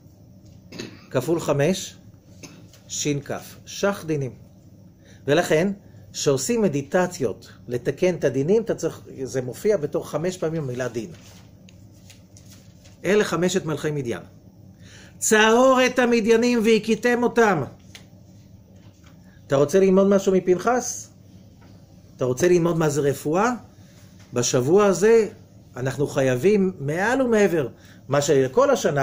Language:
Hebrew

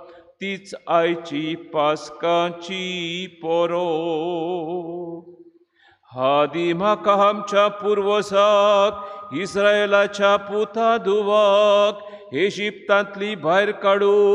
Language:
Konkani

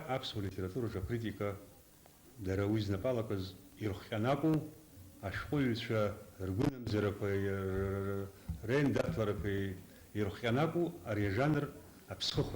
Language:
Abkhazian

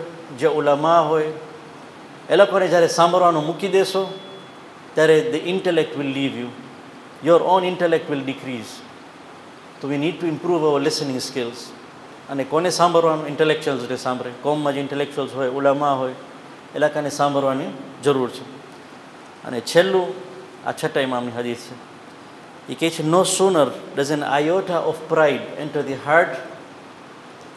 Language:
Gujarati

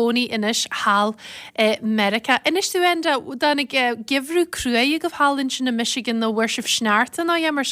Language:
Irish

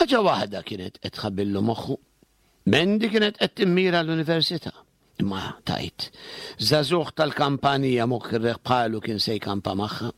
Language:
Maltese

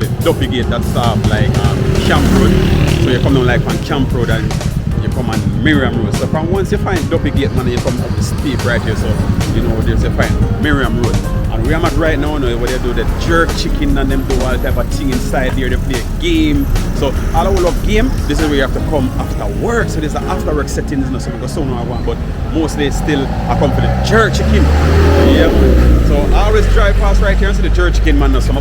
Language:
Jamaican Creole English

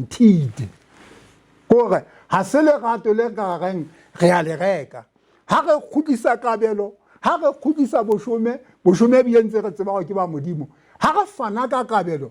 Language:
Southern Sotho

